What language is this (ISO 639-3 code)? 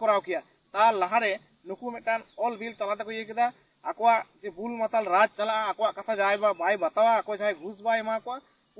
sat